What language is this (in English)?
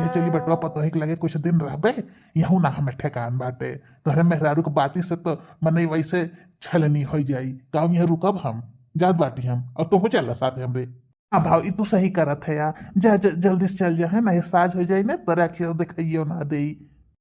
Bhojpuri